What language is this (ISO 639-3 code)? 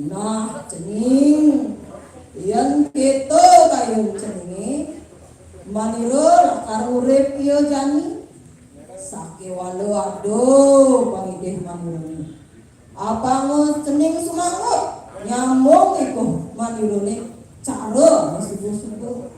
ban